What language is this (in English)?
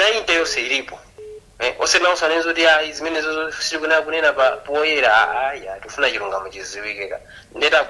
Nyanja